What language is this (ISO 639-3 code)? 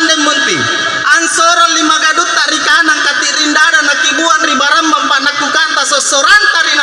mak